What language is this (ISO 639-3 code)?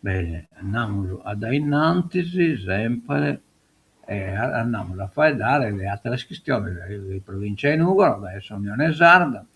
srd